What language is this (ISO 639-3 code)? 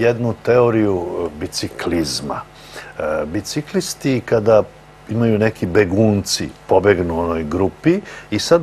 srp